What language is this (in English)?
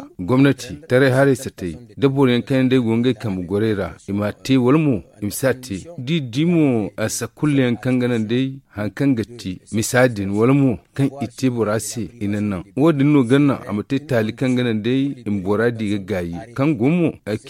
Zarma